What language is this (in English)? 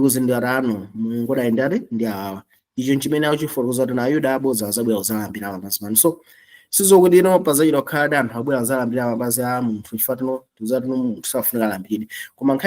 Nyanja